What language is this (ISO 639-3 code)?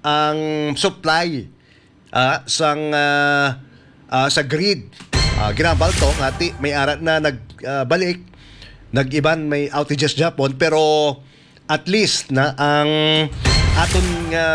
hil